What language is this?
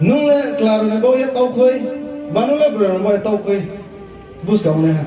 Riang (India)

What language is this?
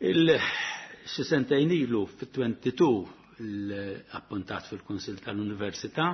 Maltese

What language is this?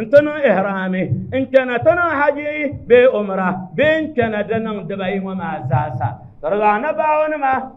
Dagbani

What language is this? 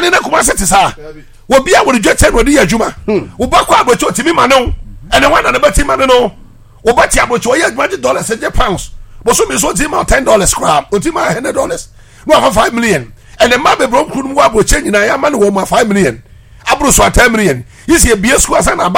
Akan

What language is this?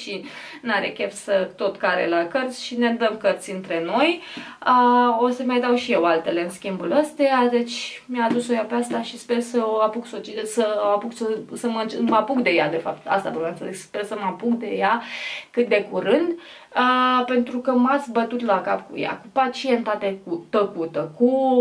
Romanian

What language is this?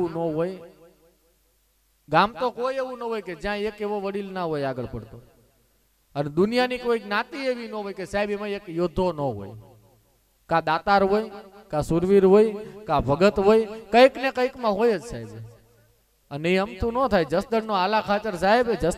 Gujarati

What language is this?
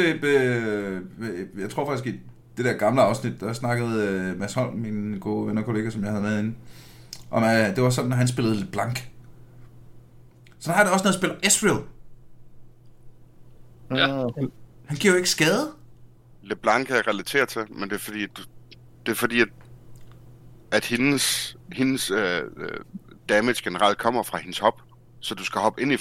Danish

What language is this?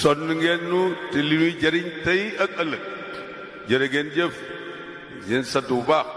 Wolof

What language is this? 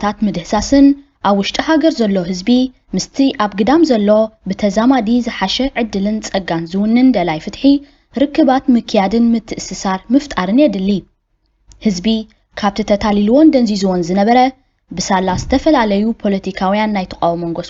Tigrinya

